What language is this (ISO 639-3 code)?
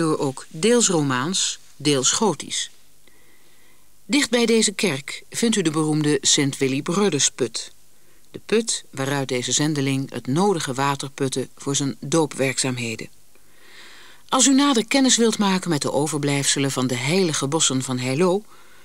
nld